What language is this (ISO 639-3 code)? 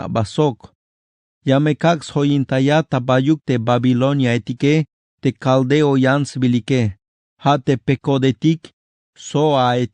tzh